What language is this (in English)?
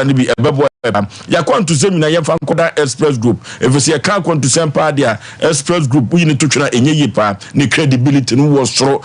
Akan